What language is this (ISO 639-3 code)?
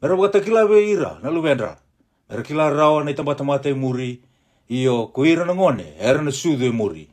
fij